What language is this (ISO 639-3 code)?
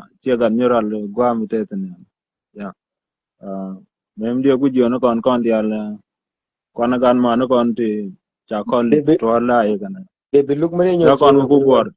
nus